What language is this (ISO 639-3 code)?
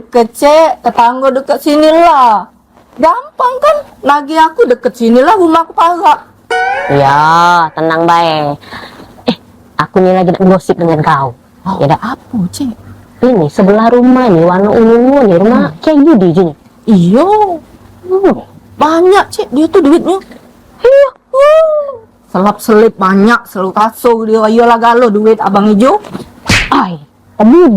mui